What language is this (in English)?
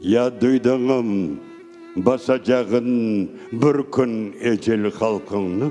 Crimean Tatar